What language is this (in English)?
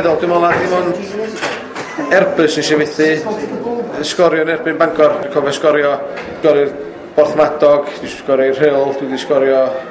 Welsh